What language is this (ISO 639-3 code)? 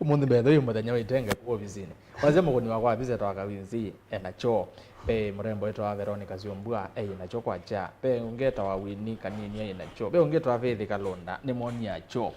kam